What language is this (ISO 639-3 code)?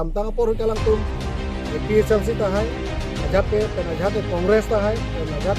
mjw